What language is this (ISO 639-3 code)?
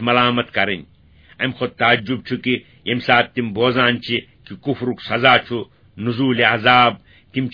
kas